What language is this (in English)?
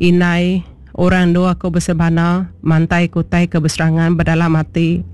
Iban